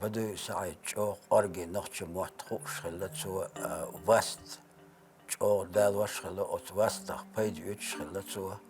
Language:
Chechen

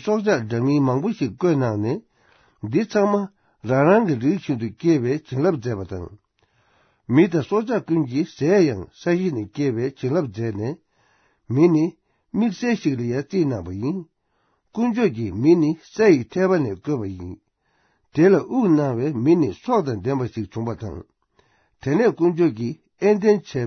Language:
Tibetan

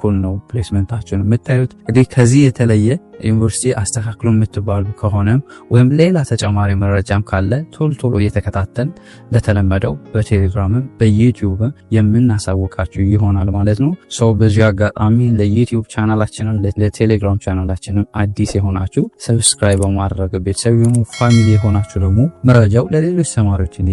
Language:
Amharic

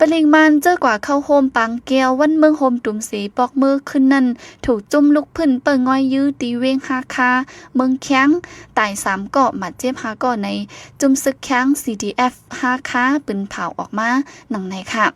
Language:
Shan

